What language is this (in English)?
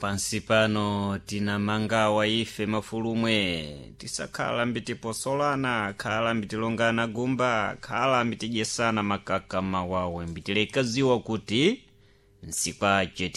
Sena